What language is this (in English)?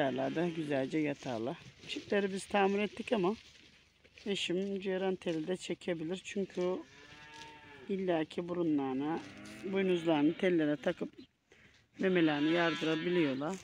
Turkish